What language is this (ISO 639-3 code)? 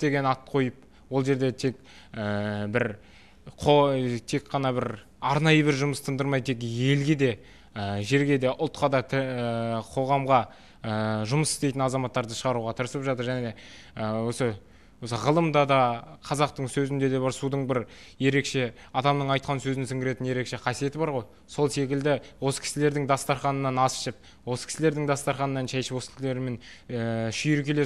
kaz